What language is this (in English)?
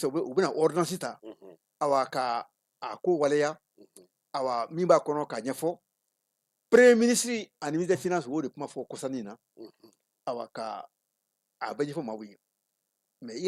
Bambara